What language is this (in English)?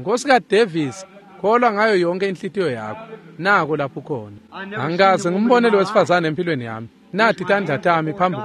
Swati